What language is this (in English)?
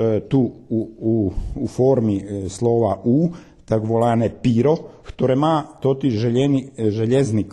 Rusyn